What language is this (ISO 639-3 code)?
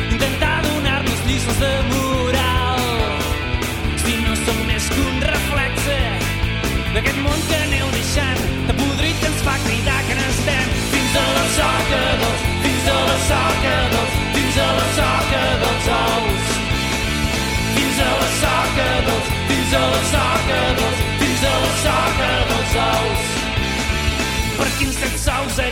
cat